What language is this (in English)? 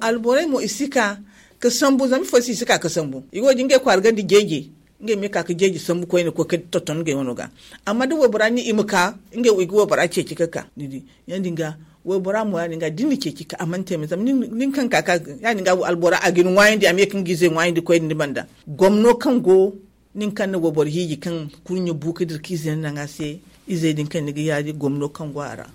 Zarma